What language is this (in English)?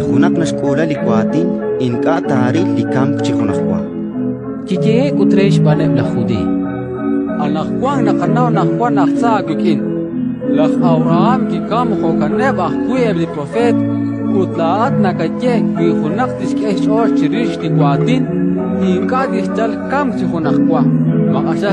Kekchí